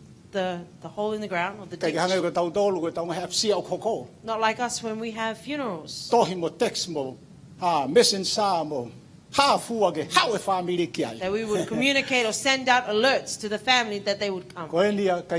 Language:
Tongan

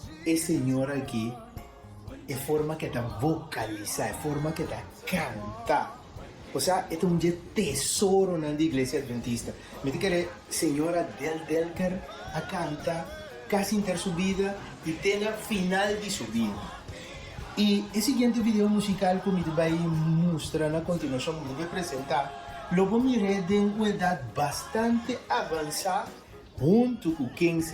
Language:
Papiamento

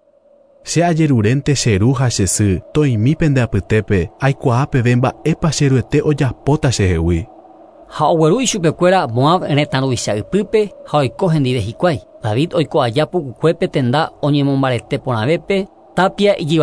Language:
Guarani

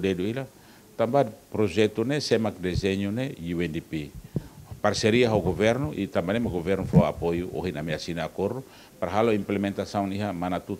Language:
Tetum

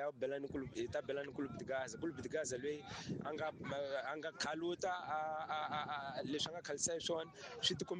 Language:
Tsonga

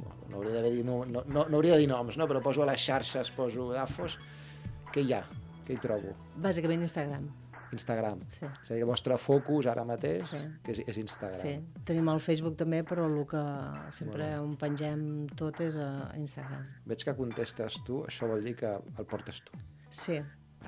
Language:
Catalan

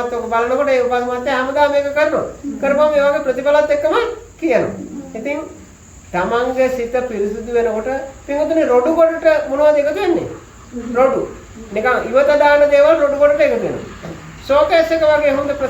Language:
Sinhala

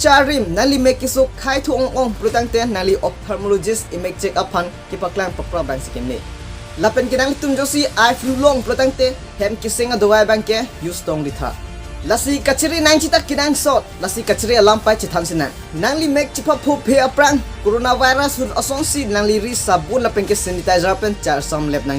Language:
Karbi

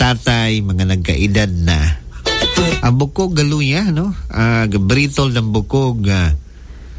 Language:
Cebuano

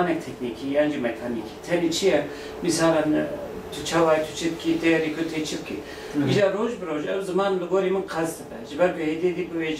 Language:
Kurdish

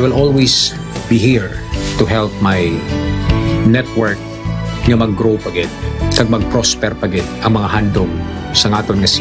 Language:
Hiligaynon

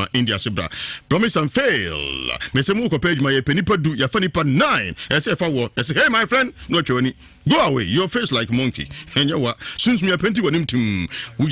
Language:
Akan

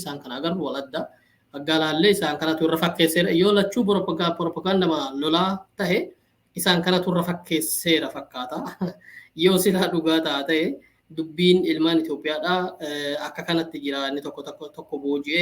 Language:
Oromo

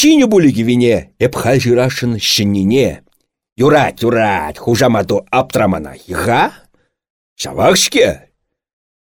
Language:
Chuvash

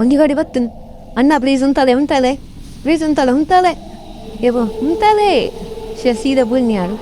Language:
Tulu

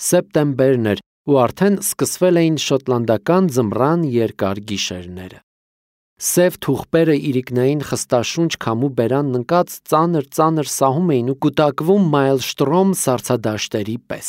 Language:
Armenian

